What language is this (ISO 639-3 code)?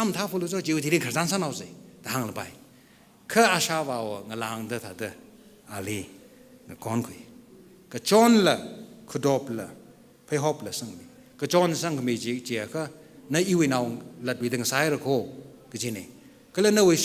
nmf